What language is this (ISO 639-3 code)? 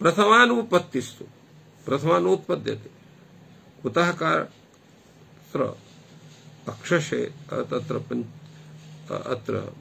san